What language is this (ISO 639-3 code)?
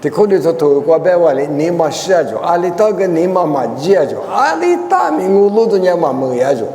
lis